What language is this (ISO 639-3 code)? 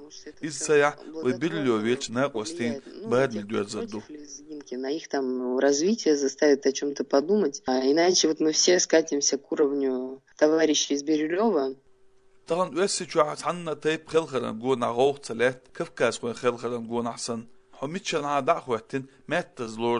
che